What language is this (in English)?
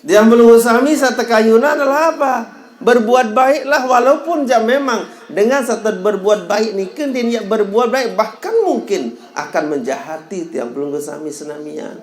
Sasak